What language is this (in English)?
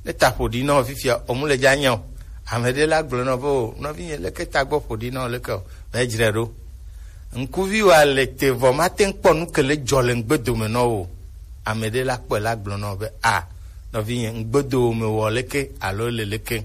Gen